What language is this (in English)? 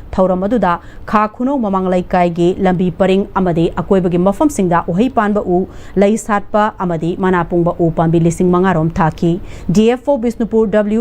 Manipuri